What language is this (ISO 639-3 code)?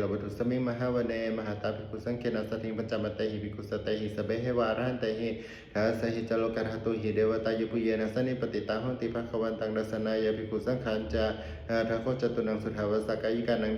pli